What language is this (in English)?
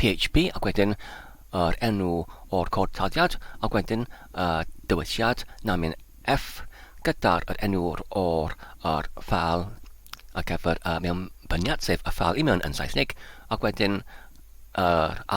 Welsh